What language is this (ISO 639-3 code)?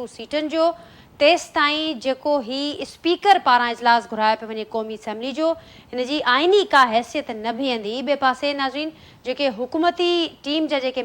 snd